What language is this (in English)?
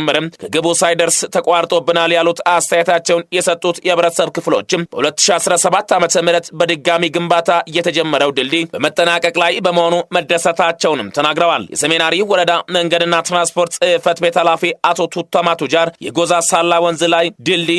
Amharic